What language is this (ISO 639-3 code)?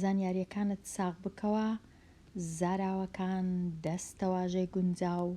ckb